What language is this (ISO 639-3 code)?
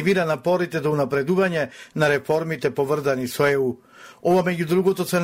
mkd